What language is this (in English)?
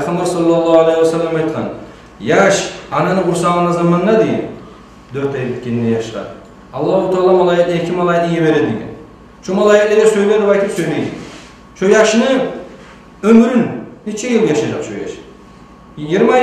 Kumyk